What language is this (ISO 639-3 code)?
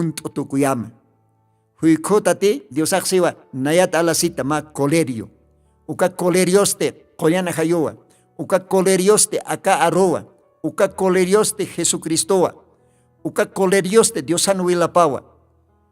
aym